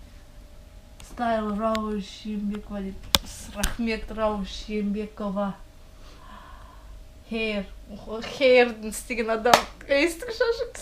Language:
Kazakh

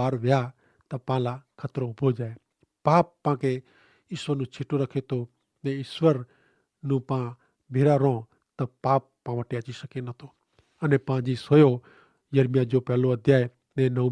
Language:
Kachhi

